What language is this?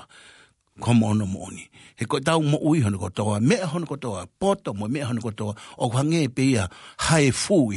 Tongan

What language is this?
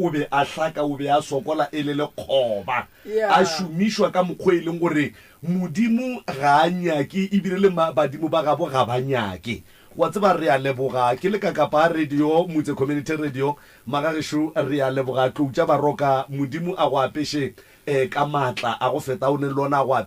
Northern Sotho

